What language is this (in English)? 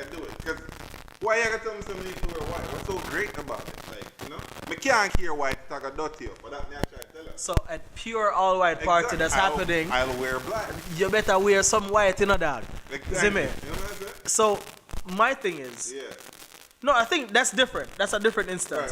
Jamaican Creole English